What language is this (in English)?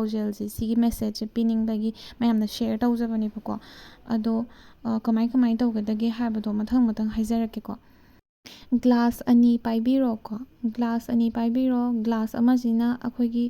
Manipuri